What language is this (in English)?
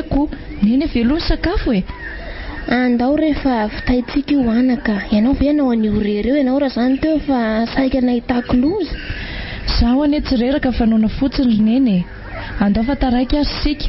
Malagasy